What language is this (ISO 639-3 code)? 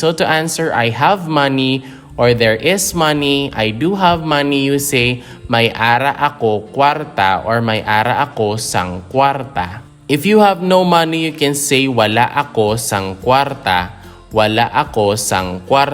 hil